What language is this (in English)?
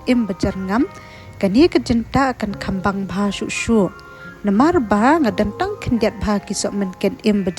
Khasi